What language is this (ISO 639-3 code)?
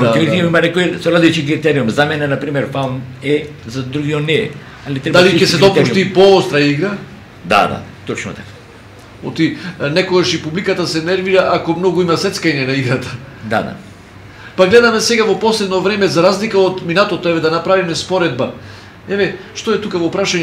mkd